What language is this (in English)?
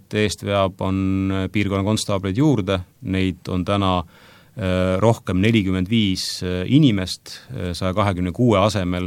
Estonian